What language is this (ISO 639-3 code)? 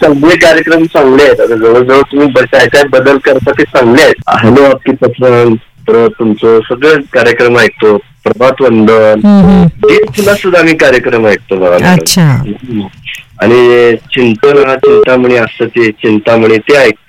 mar